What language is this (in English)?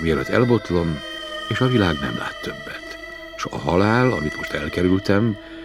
Hungarian